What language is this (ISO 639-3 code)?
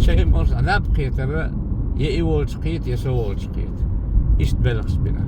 che